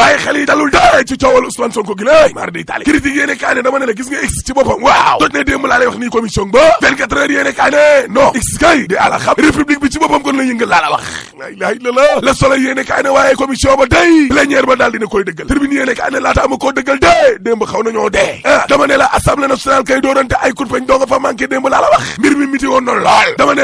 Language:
Wolof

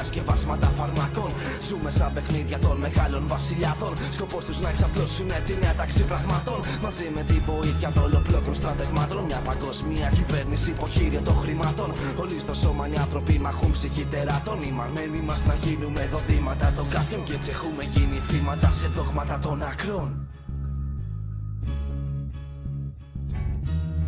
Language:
Greek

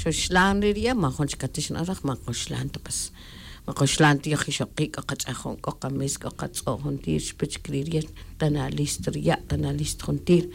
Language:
Tz'utujil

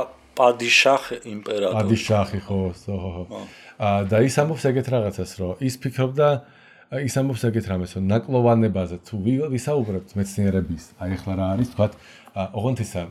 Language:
Georgian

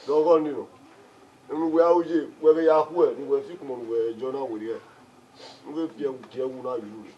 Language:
Bini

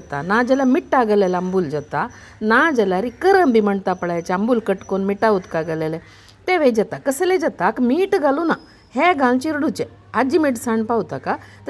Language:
Konkani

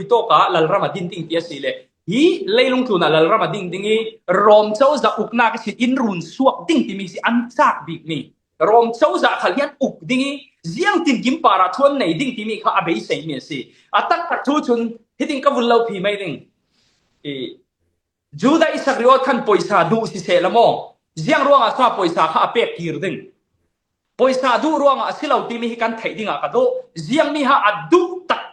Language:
Falam Chin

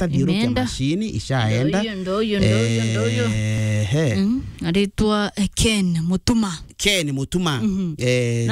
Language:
Meru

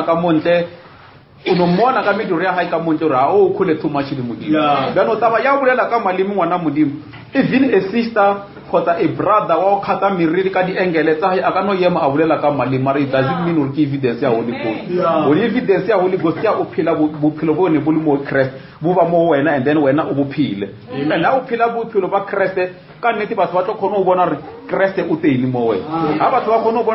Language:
Northern Sotho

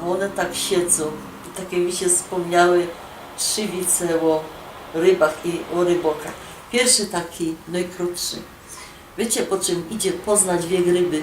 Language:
Silesian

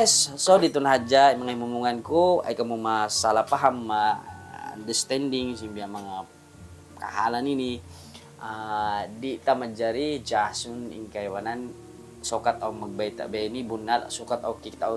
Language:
Tausug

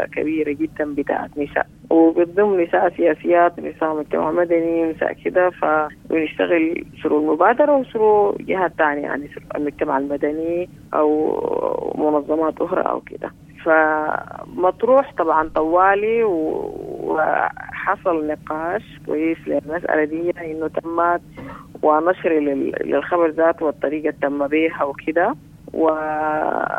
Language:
Sudanese Arabic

